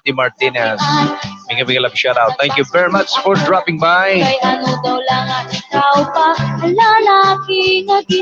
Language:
Waray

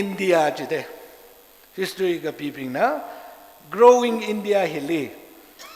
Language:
Tangkhul Naga (India)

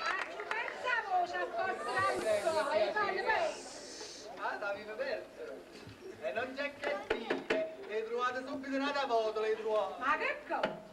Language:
Neapolitan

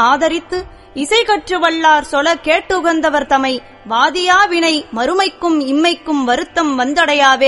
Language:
Tamil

